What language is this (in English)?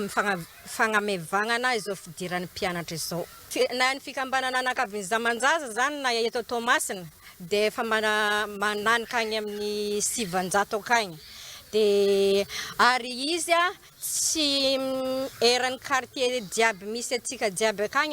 Malagasy